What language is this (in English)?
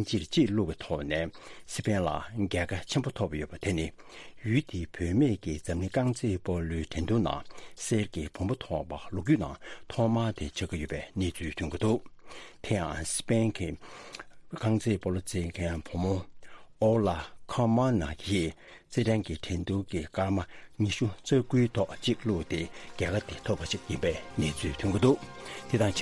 Tibetan